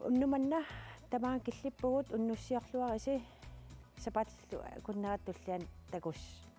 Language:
Kalaallisut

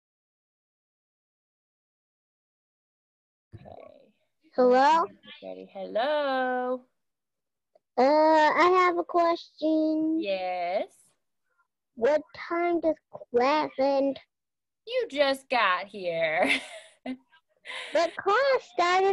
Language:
English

